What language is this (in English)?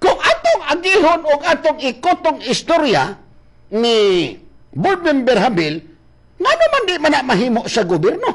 Cebuano